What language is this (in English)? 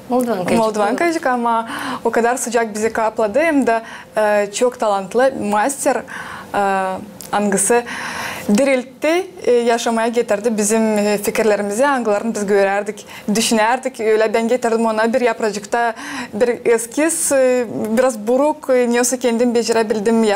Gagauz